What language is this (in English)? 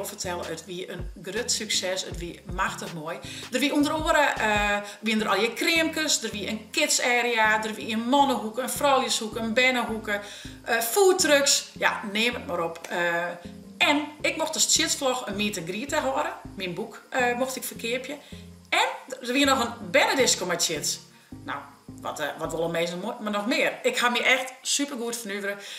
Western Frisian